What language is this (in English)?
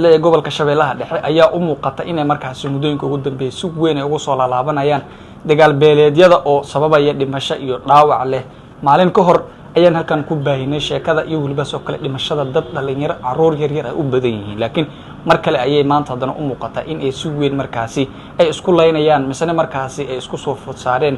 Somali